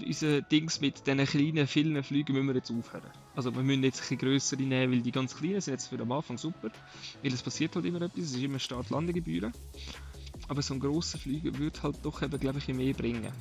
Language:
Swiss German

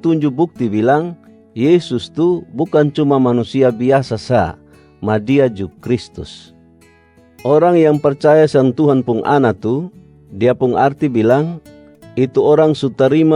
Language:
Kupang Malay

